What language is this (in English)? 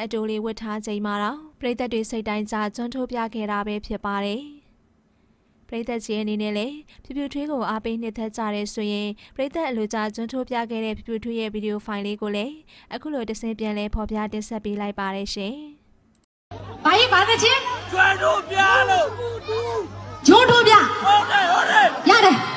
Burmese